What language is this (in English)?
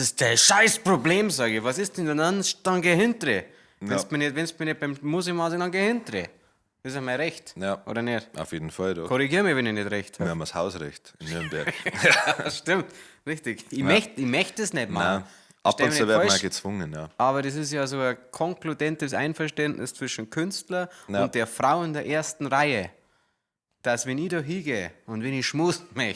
Bavarian